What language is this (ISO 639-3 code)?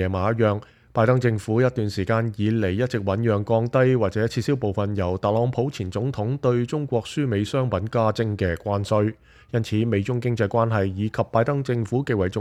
yue